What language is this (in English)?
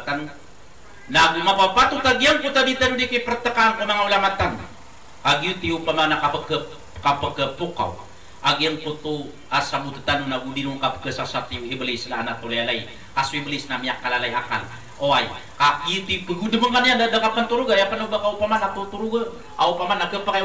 Maranao